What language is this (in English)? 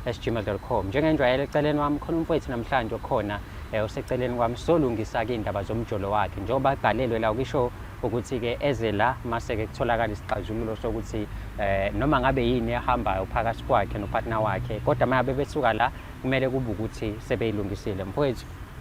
Zulu